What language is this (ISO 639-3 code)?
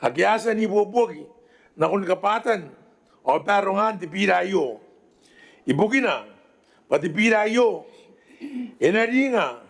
gil